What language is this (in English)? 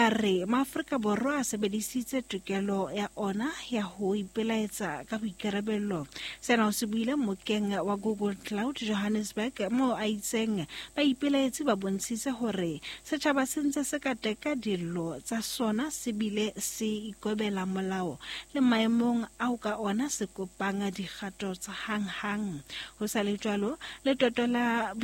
Southern Sotho